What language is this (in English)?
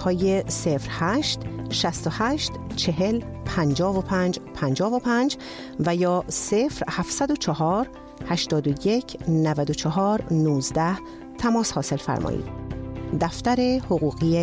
Persian